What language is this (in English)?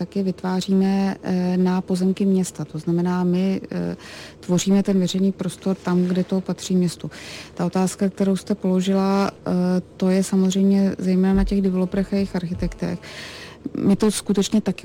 Czech